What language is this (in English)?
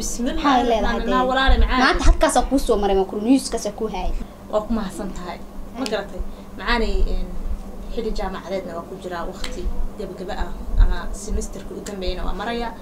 Somali